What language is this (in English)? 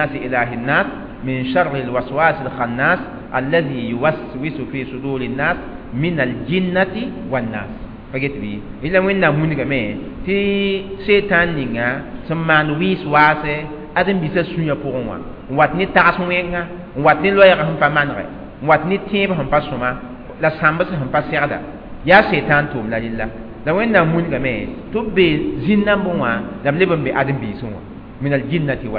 Mossi